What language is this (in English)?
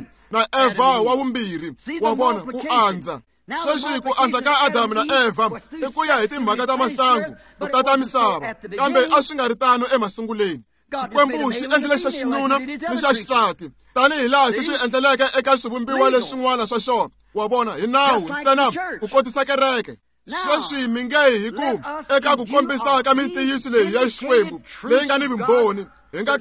Tsonga